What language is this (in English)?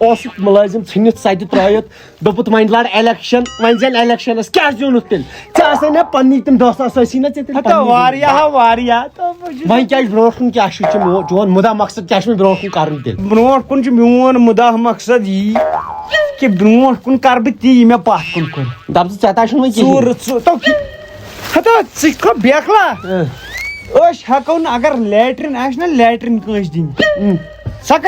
Kashmiri